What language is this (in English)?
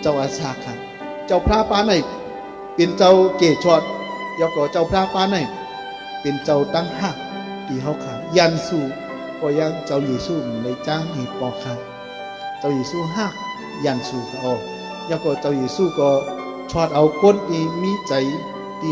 Shan